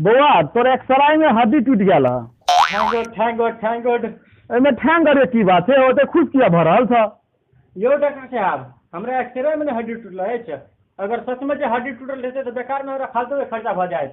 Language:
Maithili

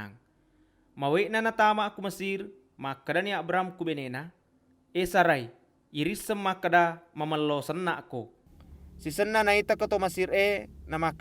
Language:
Buginese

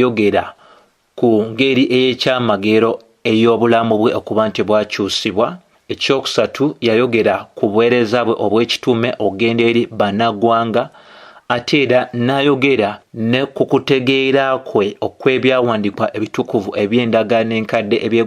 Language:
Ganda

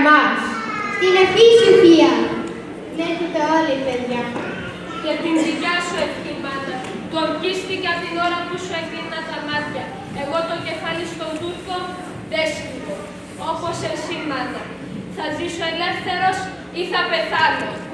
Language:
Greek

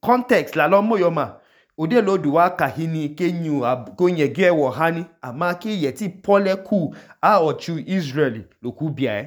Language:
Idoma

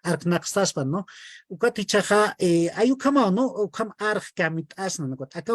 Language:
Aymara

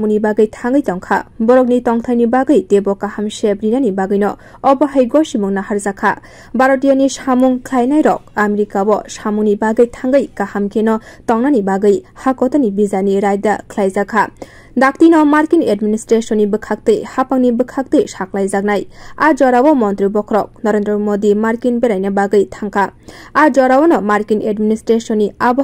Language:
Kok Borok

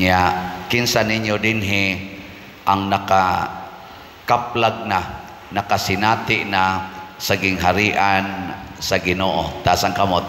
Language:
Cebuano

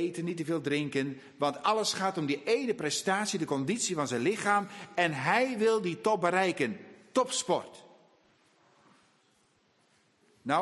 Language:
Dutch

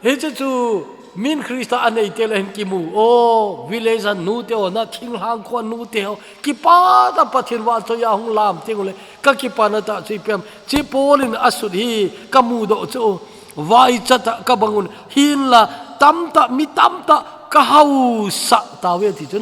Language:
Thado Chin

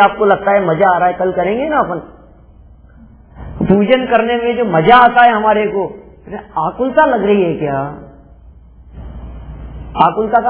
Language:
Hindi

